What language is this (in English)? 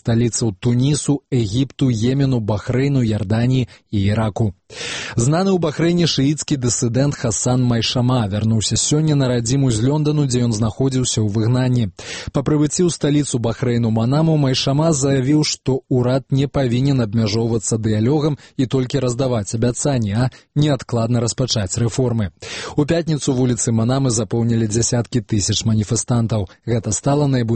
Belarusian